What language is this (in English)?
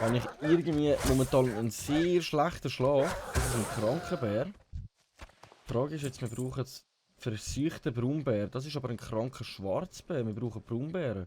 Swiss German